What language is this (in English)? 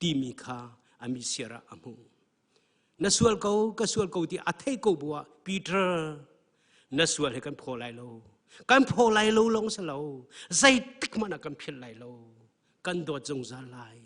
Hakha Chin